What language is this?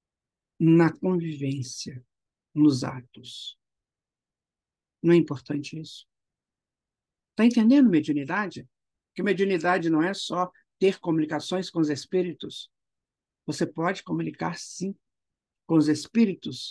Portuguese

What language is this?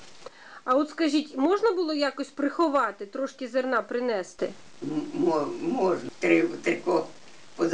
Ukrainian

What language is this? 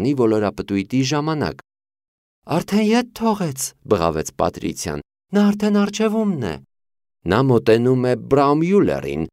Armenian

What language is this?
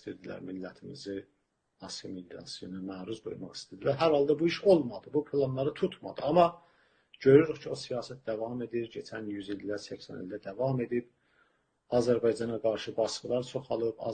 South Azerbaijani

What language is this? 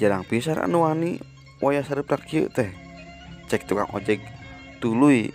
Sundanese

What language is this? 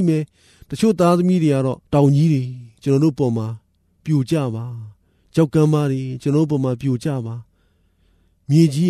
Burmese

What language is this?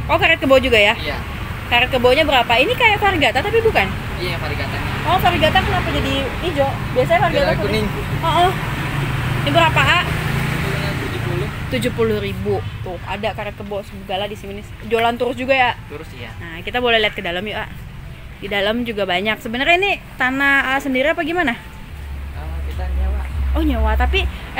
Indonesian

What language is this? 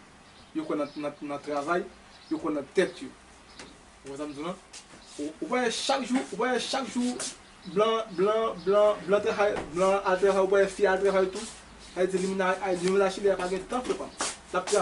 Haitian Creole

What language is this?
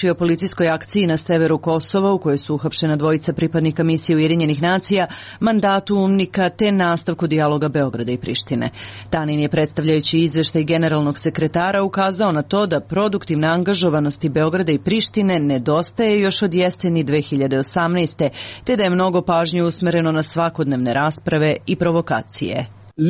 Serbian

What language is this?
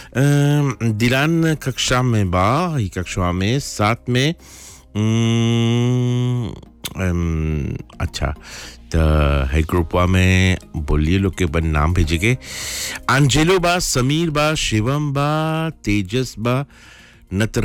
Bhojpuri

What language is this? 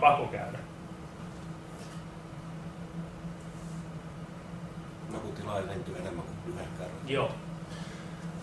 Finnish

